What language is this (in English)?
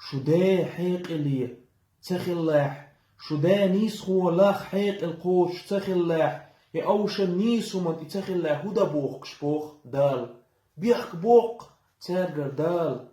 Chechen